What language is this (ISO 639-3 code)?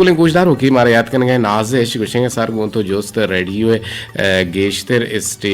bgp